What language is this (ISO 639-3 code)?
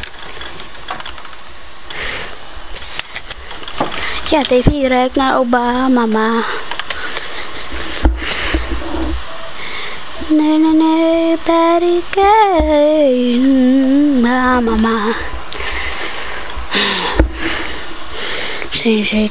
nld